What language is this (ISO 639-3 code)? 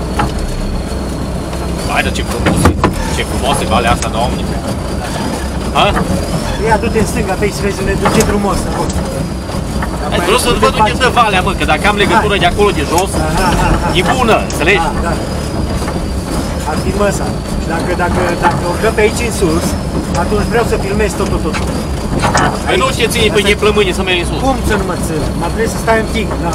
ron